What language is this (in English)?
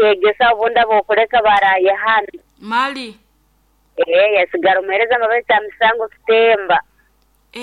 Nyoro